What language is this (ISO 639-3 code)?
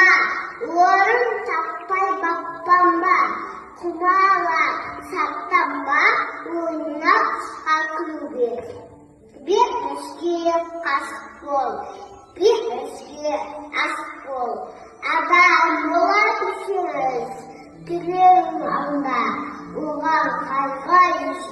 kaz